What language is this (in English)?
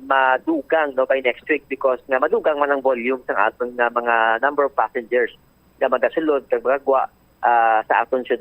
Hiligaynon